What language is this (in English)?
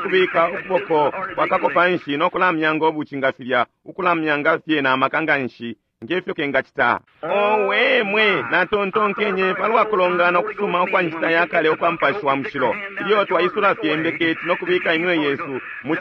Bemba